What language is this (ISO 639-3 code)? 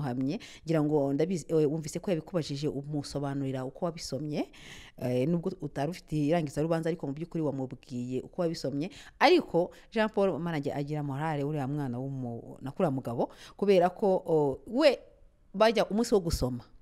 kin